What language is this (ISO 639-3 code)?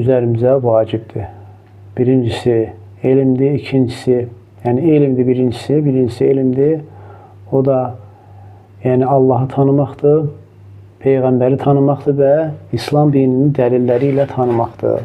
aze